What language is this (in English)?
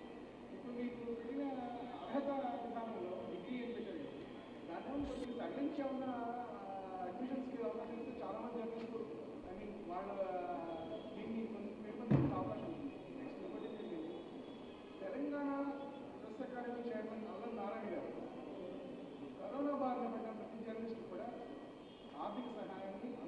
Telugu